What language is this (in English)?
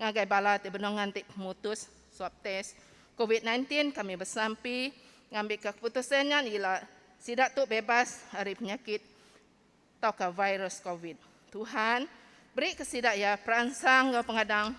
Iban